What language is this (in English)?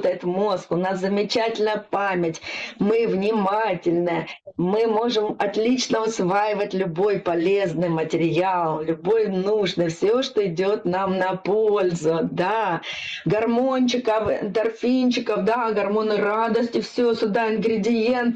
Russian